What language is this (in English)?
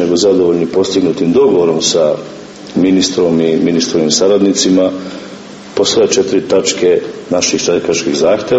Serbian